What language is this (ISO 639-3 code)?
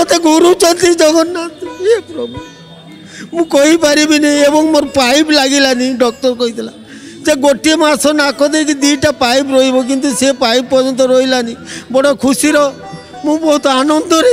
ori